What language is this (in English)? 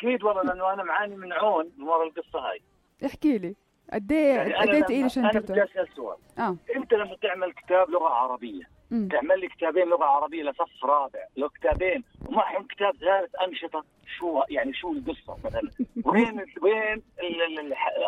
North Levantine Arabic